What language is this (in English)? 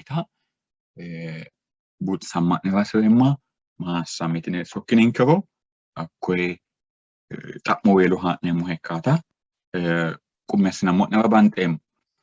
Sidamo